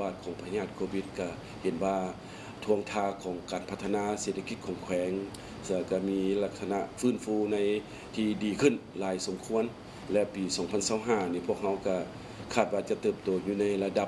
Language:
Lao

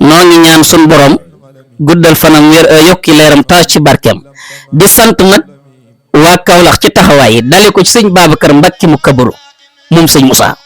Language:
Wolof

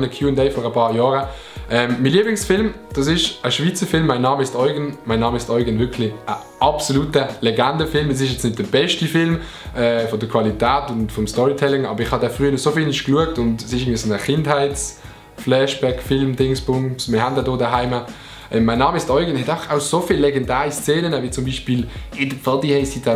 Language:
Swiss German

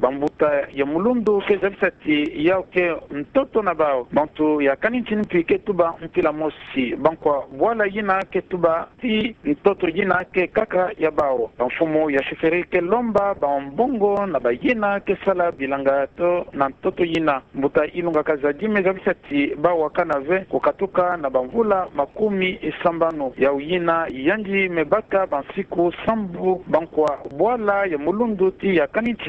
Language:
Kituba (Democratic Republic of Congo)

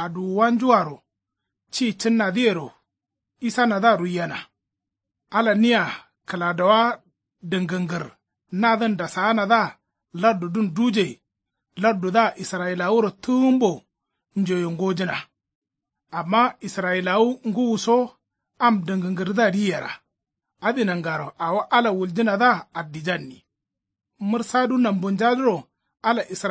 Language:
Kanuri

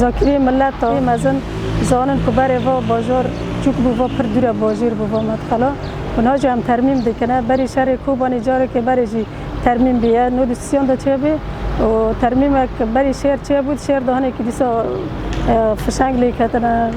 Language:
Kurdish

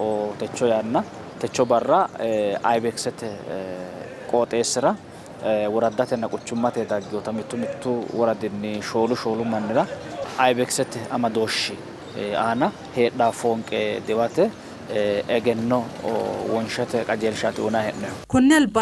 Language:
Sidamo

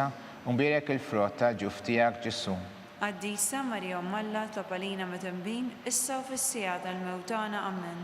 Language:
Maltese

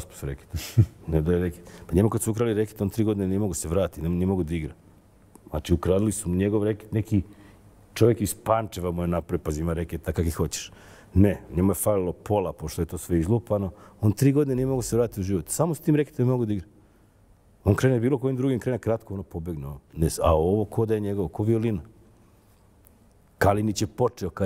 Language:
Serbian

